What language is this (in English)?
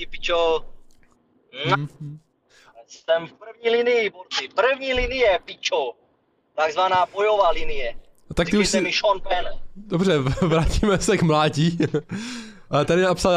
Czech